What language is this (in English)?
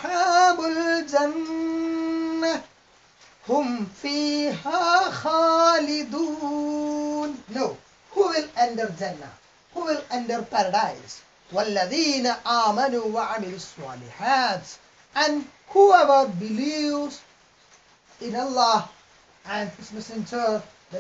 English